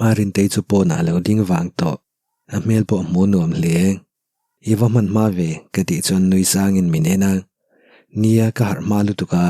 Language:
Mizo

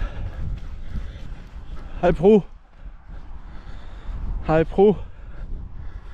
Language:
Danish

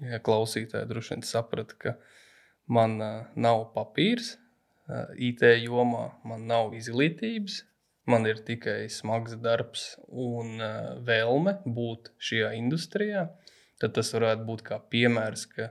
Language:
Latvian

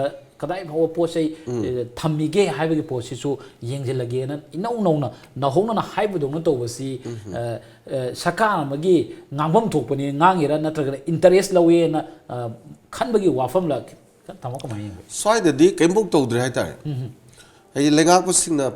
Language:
Manipuri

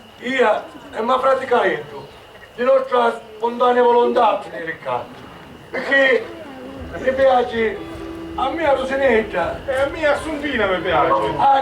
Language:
Sicilian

